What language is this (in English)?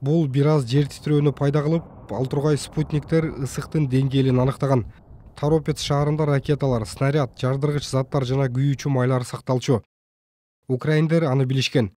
Kyrgyz